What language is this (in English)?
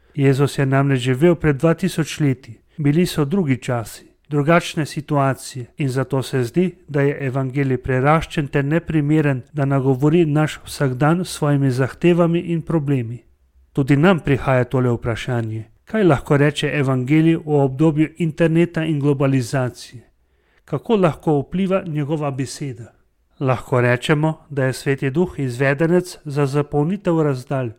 Slovenian